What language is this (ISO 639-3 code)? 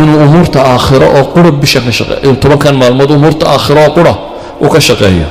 som